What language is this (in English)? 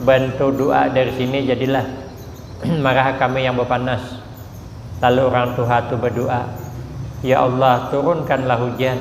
Banjar